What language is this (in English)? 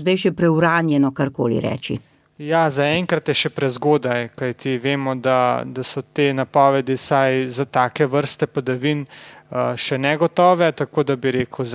Slovenian